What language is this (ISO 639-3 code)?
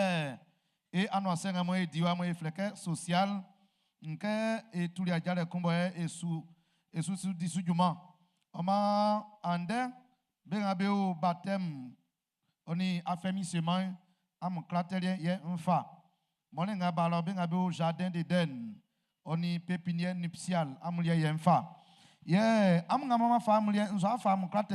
bci